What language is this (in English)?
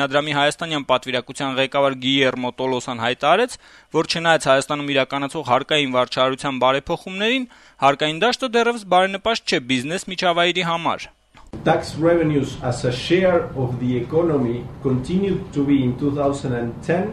Armenian